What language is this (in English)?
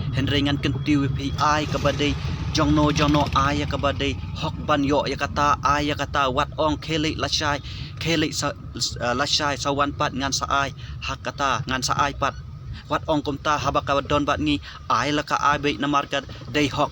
Khasi